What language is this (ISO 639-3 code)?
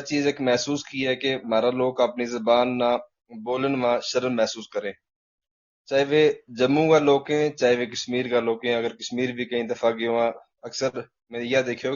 gju